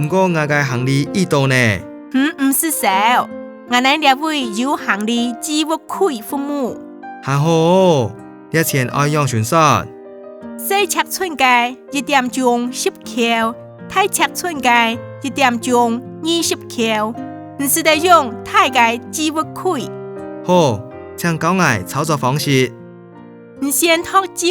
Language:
Hakka Chinese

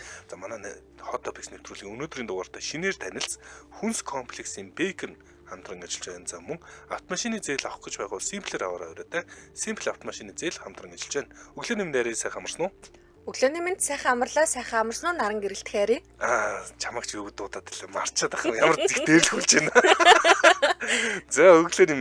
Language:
Mongolian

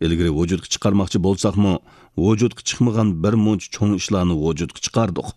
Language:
Uyghur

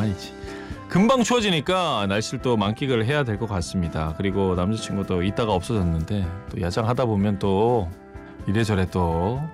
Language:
Korean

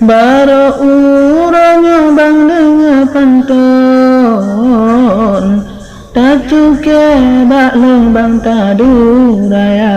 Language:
Achinese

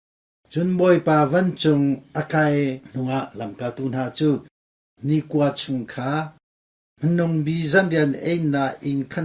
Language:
Hakha Chin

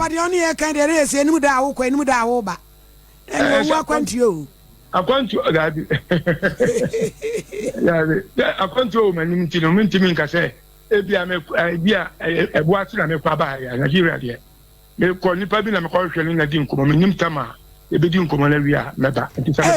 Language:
Akan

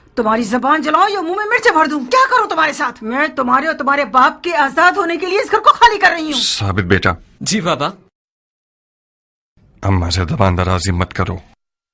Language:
Urdu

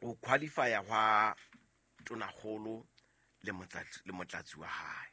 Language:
Southern Sotho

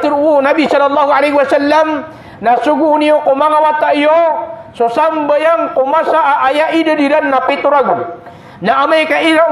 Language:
Maranao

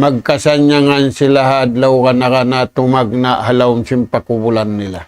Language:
Tausug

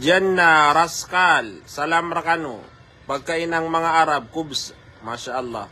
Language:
Maranao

